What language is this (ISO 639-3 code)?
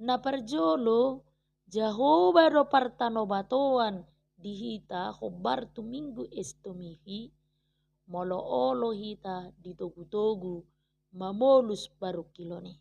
bbc